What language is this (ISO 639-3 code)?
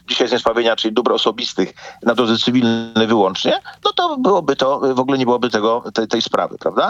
pol